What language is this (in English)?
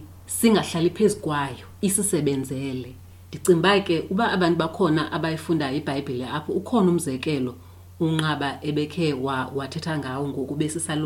Xhosa